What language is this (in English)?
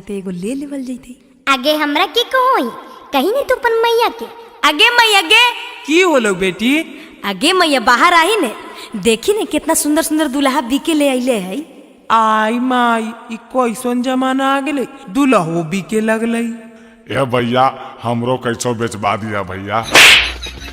Magahi